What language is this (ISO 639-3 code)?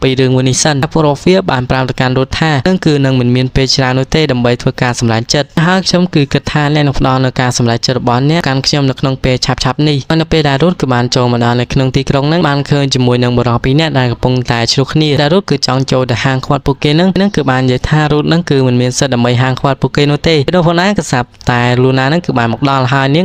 khm